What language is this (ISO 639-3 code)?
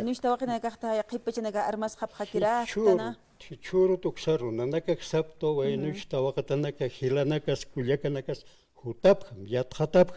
aym